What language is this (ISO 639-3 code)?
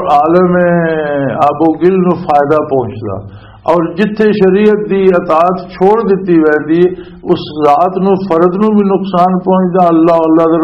lah